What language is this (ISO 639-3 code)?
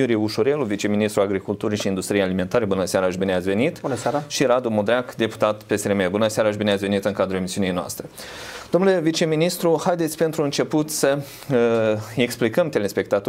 ron